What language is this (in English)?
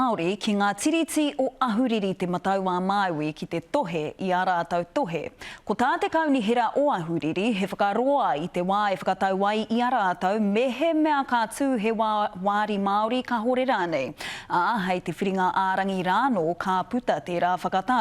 Māori